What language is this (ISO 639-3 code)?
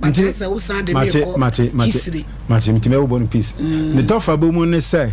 aka